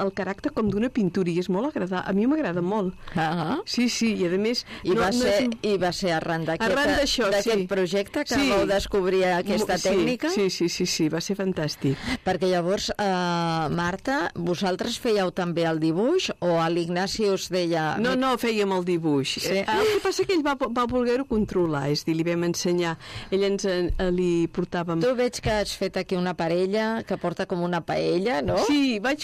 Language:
Catalan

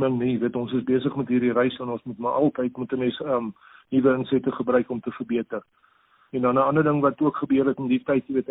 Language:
Afrikaans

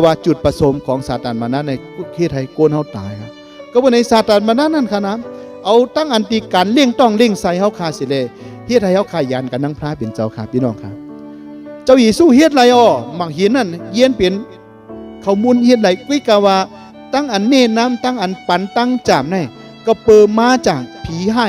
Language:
Shan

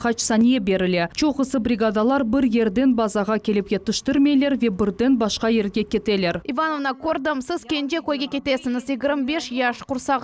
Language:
Crimean Tatar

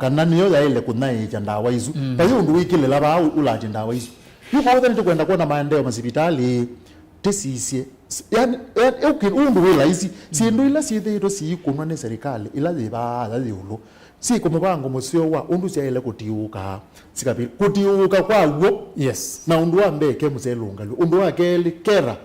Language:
Kamba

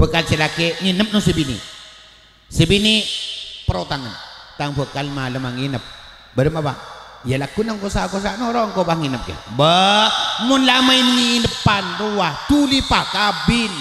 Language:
Madurese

